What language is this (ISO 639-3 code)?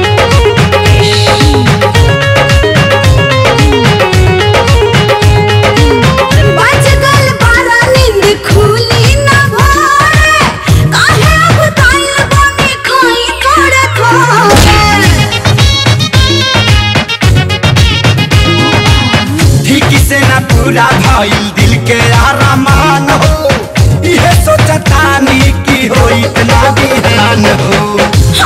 bho